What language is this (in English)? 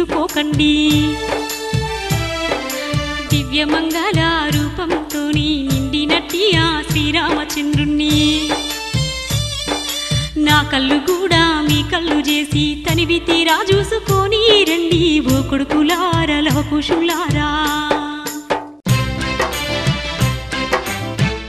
Telugu